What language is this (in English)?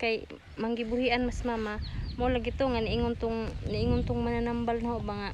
Cebuano